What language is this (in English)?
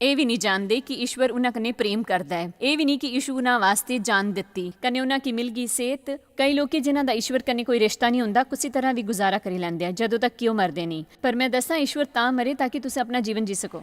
Dogri